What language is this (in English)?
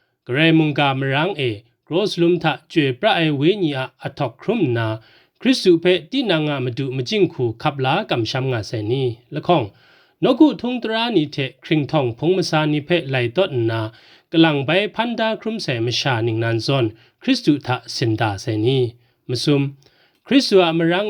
Kachin